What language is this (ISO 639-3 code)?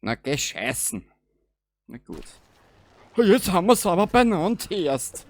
bar